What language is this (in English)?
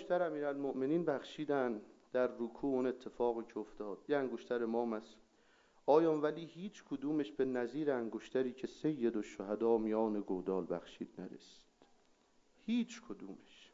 Persian